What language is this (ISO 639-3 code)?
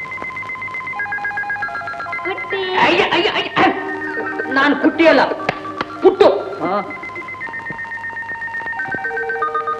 kan